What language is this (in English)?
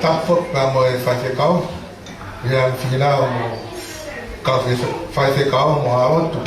Tongan